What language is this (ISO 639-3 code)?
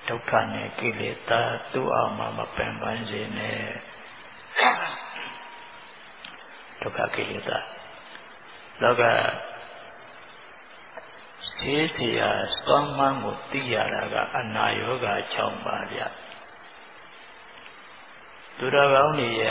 mya